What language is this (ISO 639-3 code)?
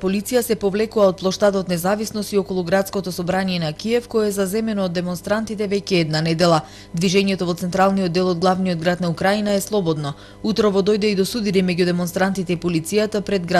mkd